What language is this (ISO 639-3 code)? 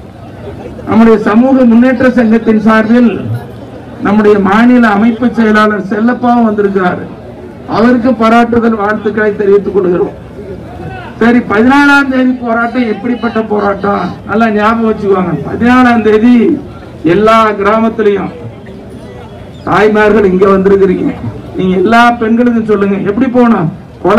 tam